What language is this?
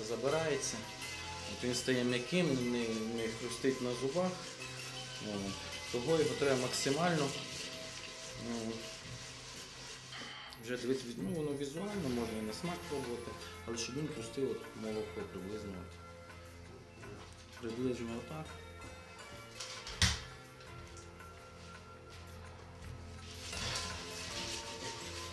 Ukrainian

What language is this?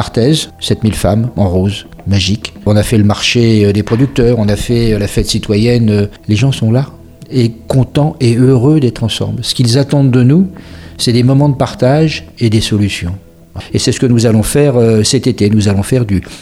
French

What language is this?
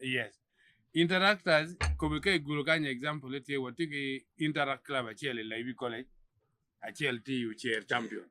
Acoli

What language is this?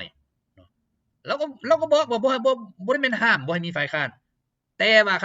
Lao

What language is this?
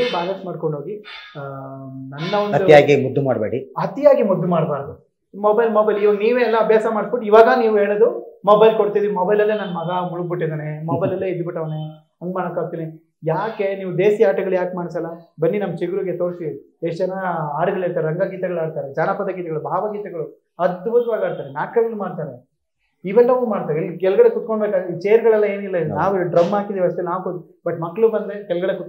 Kannada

